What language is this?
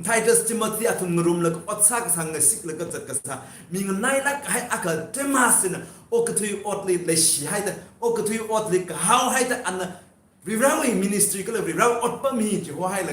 Tangkhul Naga (India)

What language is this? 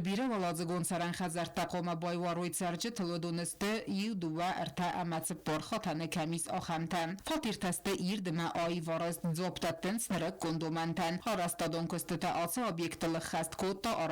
Ossetic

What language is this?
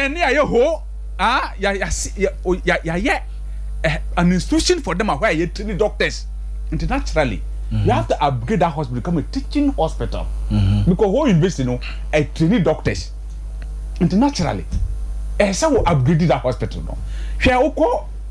Akan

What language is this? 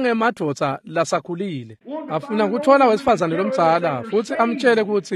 Swati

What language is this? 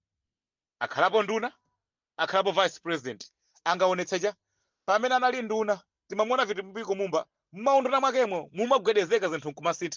Nyanja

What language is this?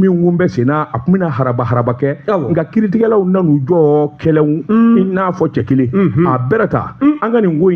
Bambara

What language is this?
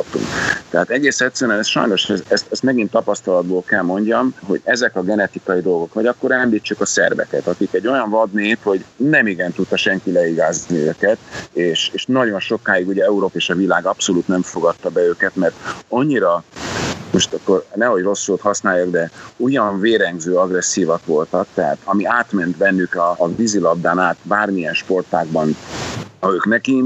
Hungarian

